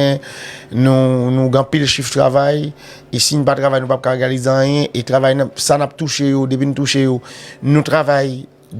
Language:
Haitian Creole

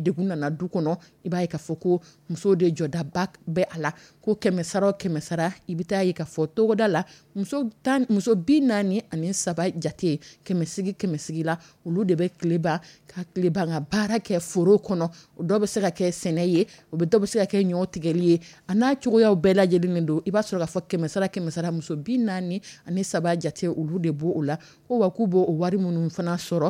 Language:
Dyula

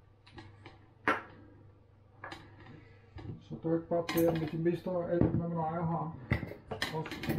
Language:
Danish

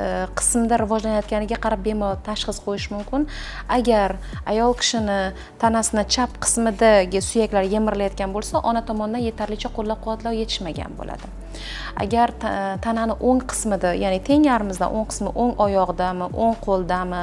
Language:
Uzbek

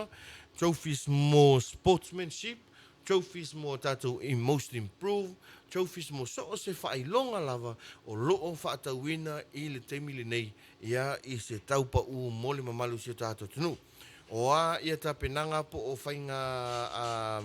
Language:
Samoan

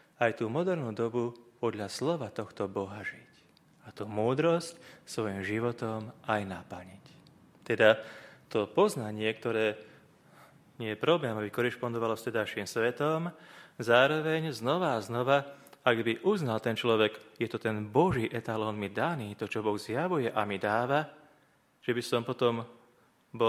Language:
Slovak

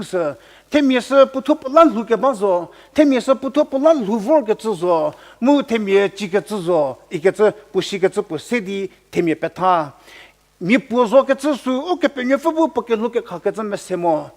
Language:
Angami Naga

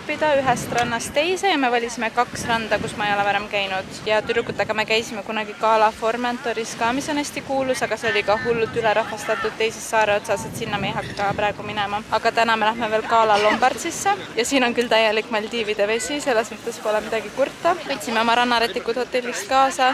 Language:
Estonian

